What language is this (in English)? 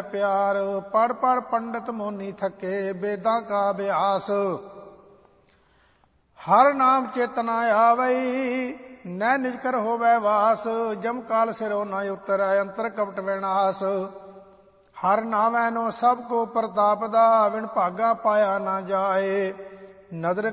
Punjabi